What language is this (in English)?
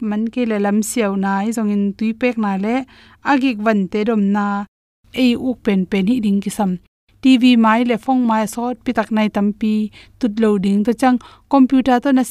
Tedim Chin